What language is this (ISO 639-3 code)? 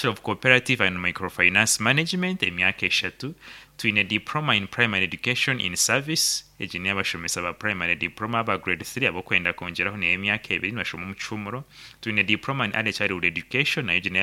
nyn